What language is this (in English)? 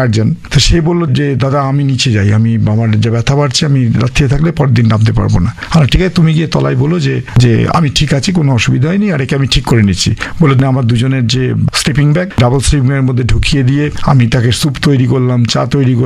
Bangla